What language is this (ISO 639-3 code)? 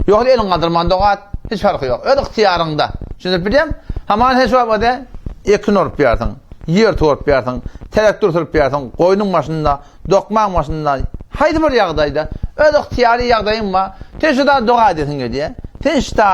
tuk